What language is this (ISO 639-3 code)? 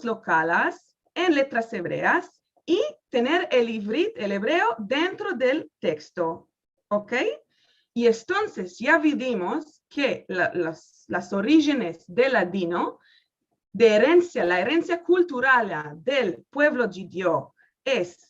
lad